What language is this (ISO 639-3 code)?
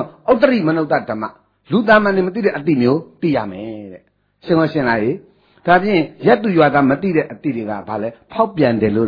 mya